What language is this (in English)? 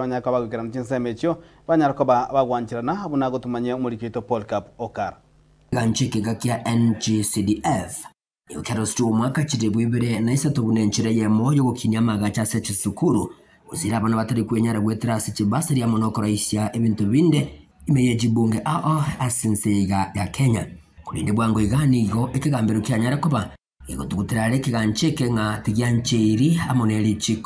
Gusii